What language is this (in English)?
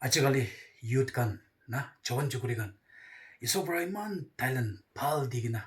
Naga Pidgin